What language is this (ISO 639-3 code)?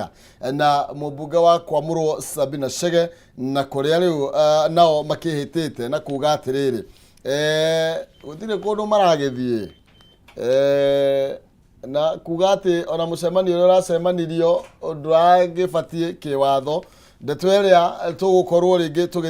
kik